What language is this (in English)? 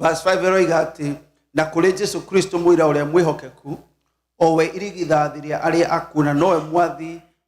Kikuyu